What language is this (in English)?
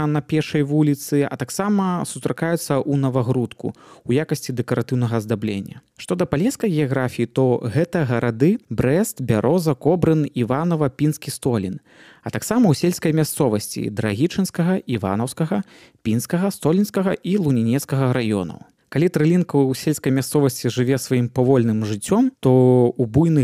Belarusian